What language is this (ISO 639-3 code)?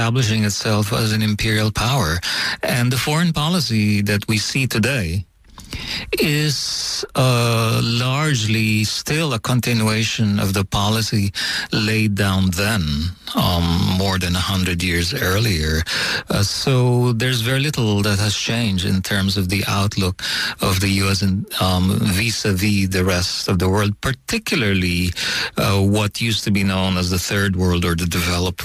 eng